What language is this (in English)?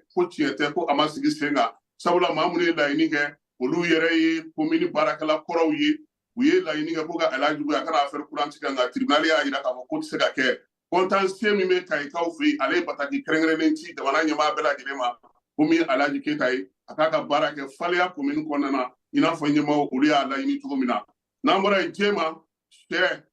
Bambara